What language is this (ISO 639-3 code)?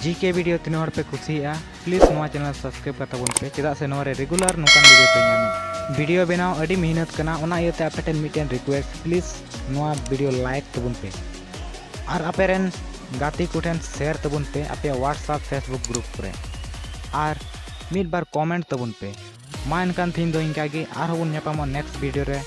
sat